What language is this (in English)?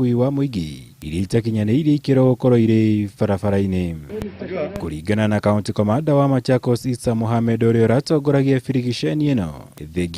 Kikuyu